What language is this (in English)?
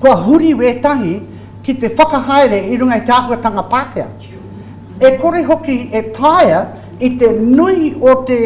Māori